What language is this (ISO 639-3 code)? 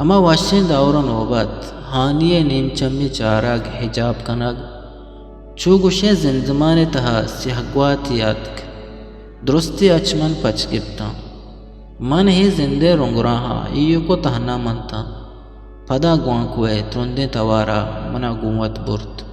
bgp